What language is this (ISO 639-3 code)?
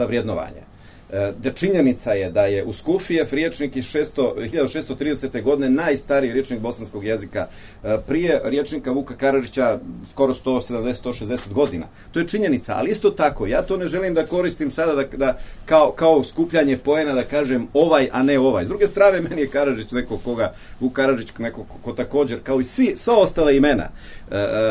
srp